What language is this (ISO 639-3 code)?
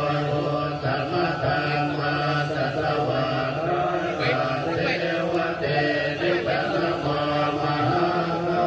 pli